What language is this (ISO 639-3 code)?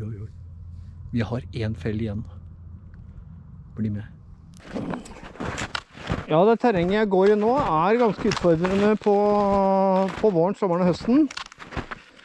nor